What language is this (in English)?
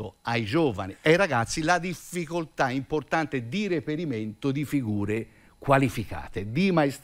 Italian